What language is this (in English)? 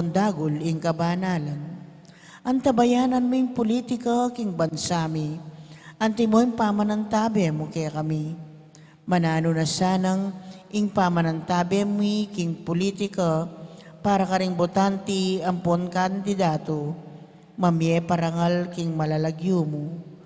Pampanga